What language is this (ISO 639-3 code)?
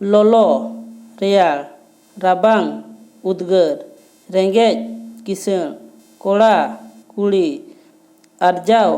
sat